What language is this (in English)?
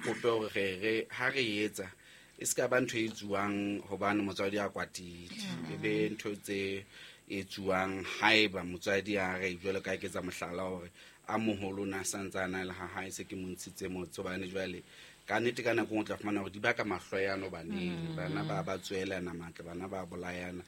Southern Sotho